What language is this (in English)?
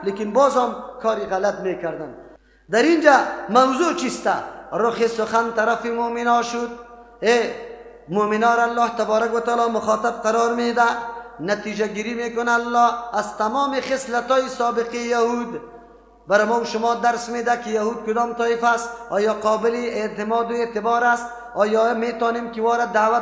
Persian